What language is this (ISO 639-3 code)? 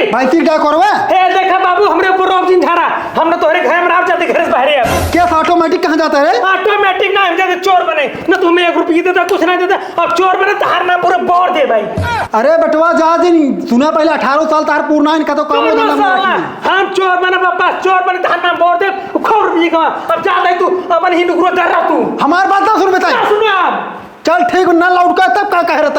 awa